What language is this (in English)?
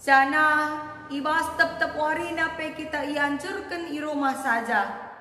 Batak Karo